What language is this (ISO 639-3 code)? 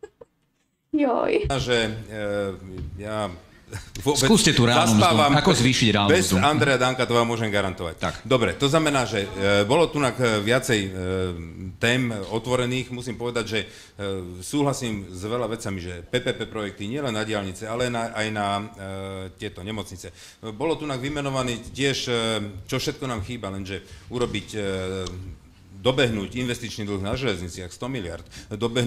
slk